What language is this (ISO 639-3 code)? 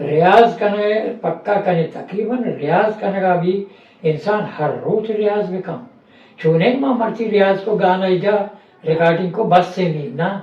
bgp